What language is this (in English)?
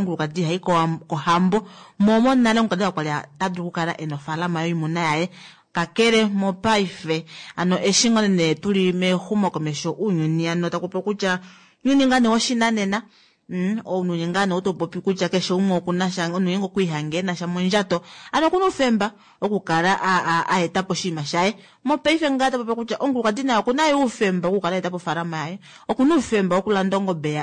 Kuanyama